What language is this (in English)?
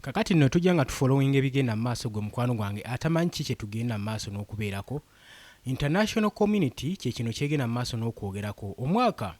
Ganda